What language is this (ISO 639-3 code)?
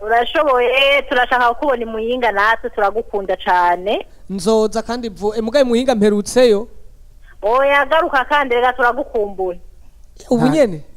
run